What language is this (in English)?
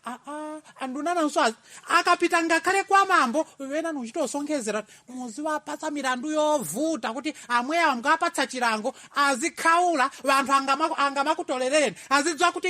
Nyanja